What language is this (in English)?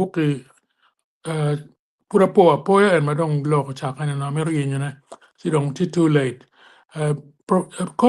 Acoli